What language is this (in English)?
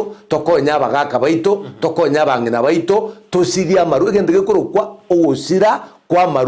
Gusii